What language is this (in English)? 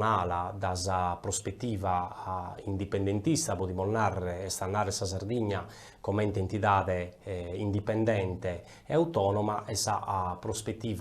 Sardinian